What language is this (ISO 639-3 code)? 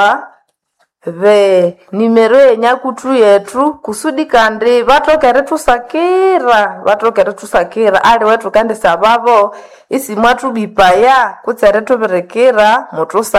nnb